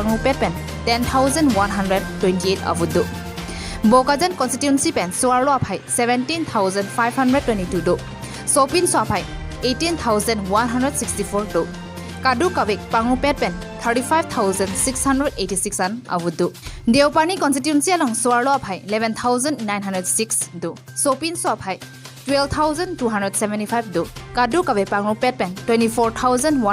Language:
Karbi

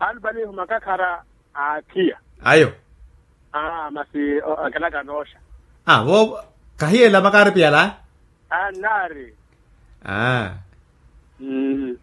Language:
Makhuwa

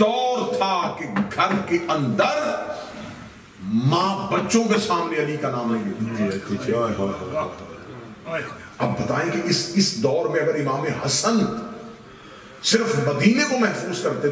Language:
Urdu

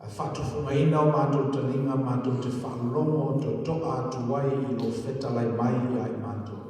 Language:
Samoan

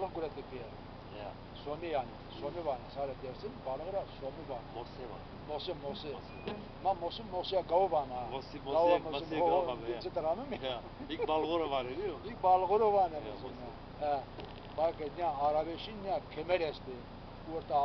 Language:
Zaza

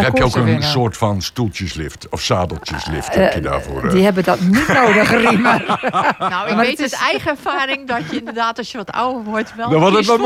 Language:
Dutch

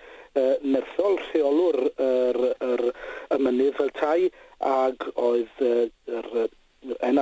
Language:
Welsh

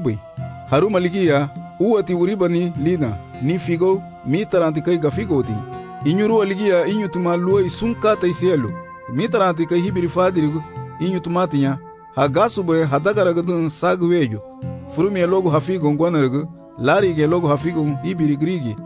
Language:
Garifuna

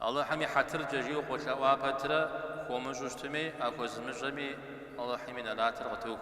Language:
Kabardian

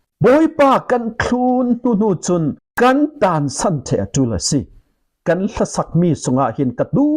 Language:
Falam Chin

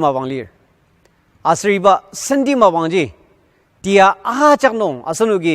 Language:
Ao Naga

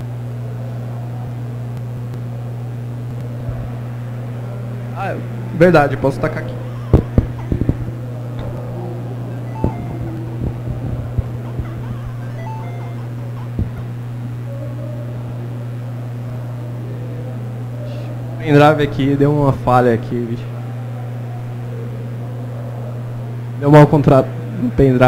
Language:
Portuguese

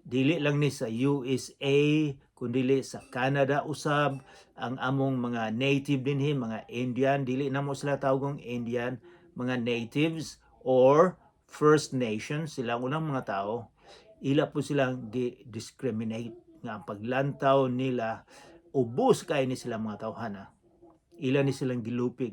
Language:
Cebuano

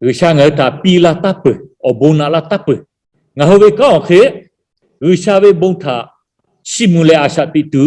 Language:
Lahu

